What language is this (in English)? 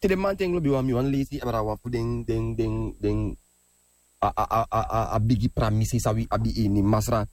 Sranan Tongo